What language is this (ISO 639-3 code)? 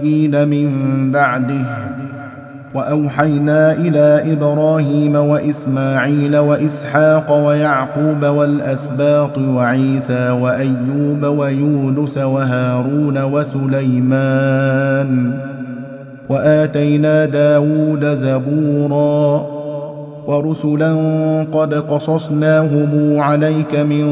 ara